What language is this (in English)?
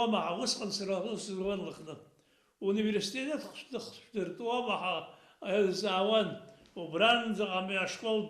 Abkhazian